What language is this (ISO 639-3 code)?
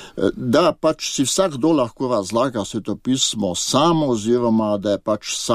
slv